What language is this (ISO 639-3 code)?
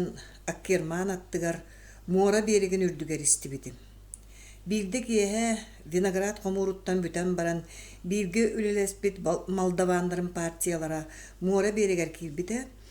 sah